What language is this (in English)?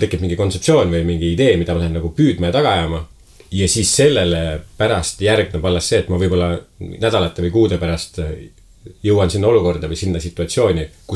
Estonian